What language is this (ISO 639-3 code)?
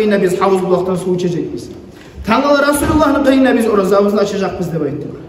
kum